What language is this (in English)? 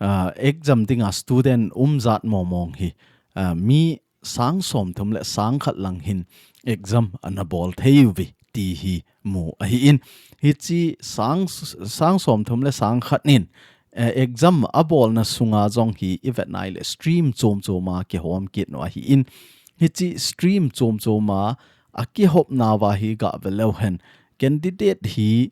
Thado Chin